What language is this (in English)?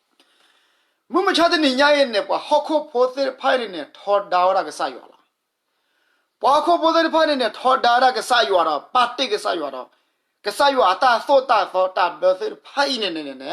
S'gaw Karen